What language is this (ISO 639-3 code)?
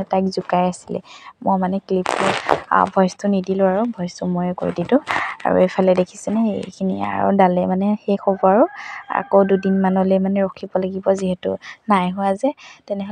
asm